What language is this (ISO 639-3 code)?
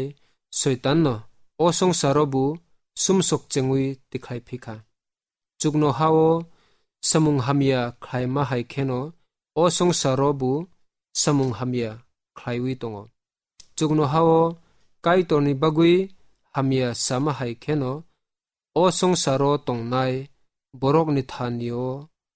trp